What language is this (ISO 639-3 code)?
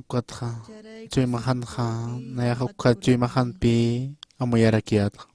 aym